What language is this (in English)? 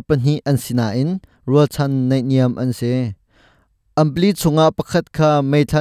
Hakha Chin